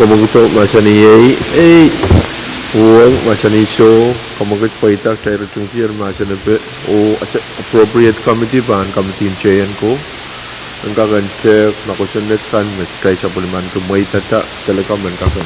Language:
Pohnpeian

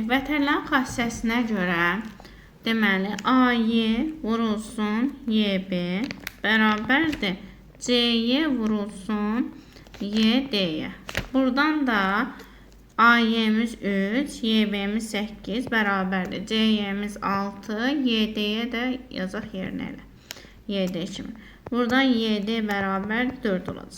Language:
Azerbaijani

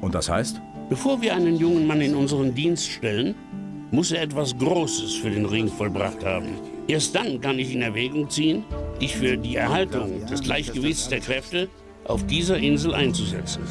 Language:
Bavarian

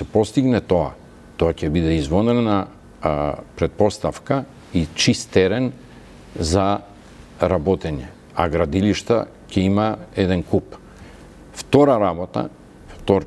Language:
Macedonian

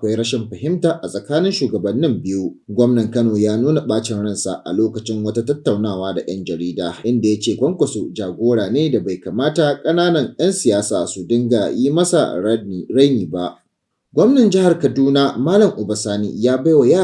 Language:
Hausa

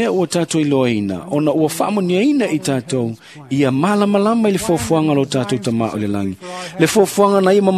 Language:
Samoan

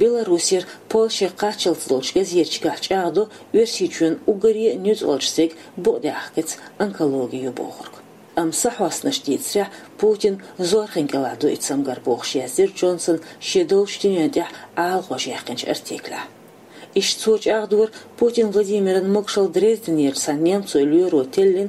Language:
Chechen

